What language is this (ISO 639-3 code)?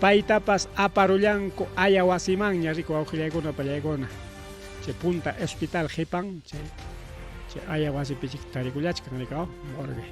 quy